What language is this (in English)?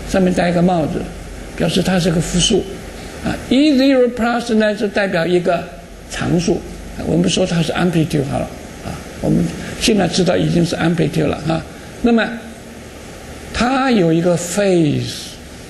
Chinese